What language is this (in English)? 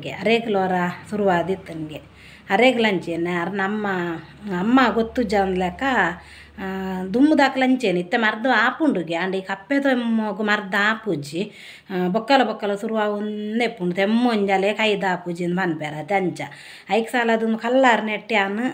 Tulu